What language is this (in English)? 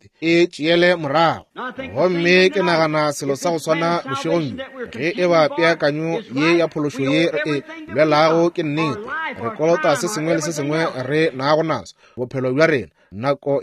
Northern Sotho